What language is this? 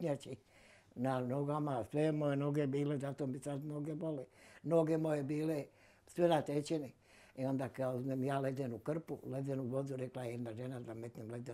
Bosnian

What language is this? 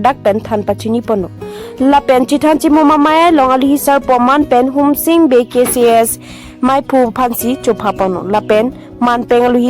Karbi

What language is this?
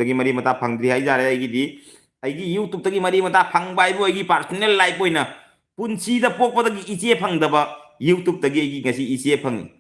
Manipuri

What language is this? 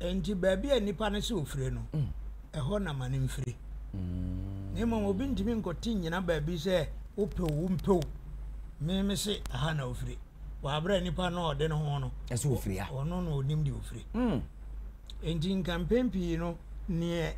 Akan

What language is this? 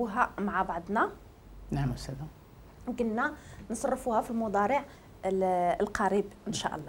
Moroccan Arabic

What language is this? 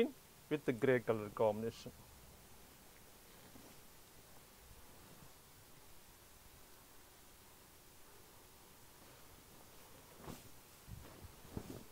Telugu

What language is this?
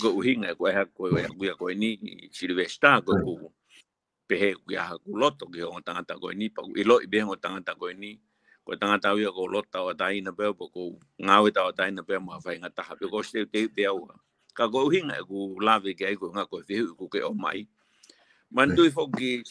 Tongan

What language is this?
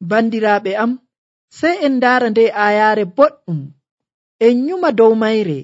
Nigerian Fulfulde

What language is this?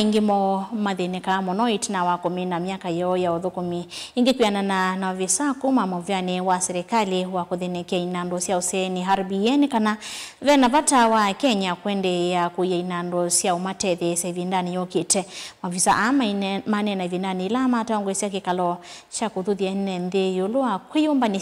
Kamba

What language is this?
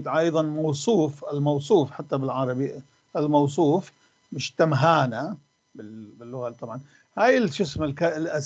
North Levantine Arabic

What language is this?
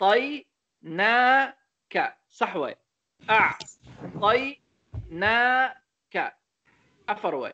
Somali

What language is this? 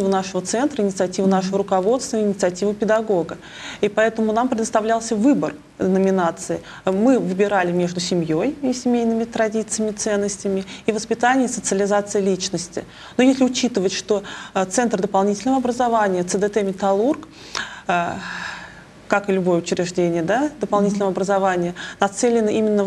Russian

